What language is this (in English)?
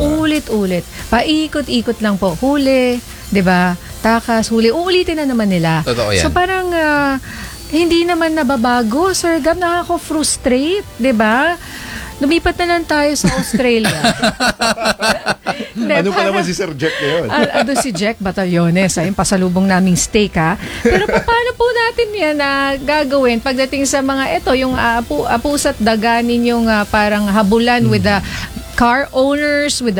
Filipino